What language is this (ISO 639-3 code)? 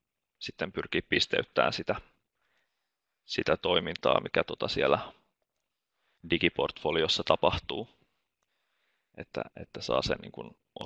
fin